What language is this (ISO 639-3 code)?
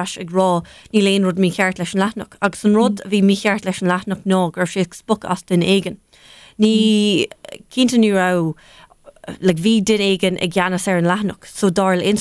gle